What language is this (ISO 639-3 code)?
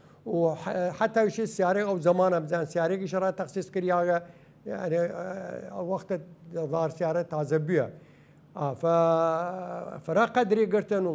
sdh